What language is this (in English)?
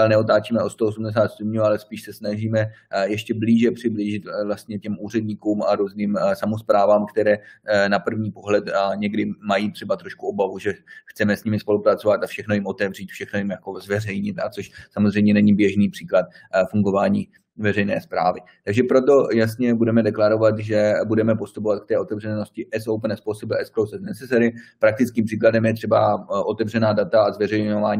Czech